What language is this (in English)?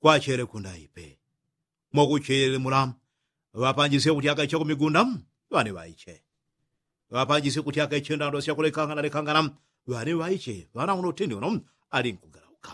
Yao